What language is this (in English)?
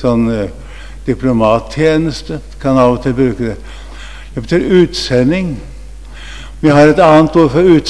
Norwegian